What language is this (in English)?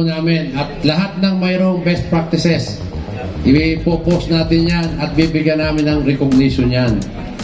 Filipino